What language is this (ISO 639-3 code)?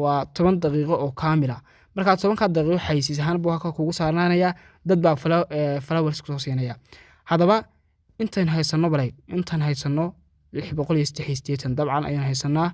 som